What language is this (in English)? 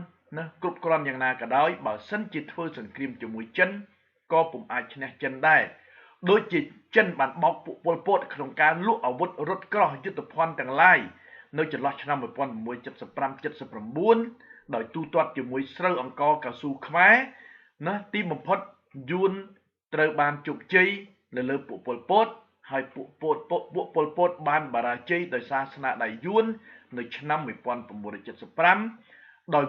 Khmer